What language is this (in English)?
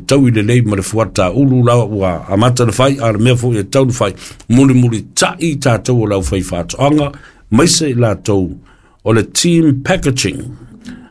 Samoan